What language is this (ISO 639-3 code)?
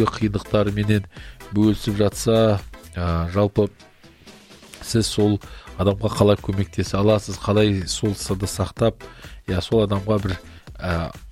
kaz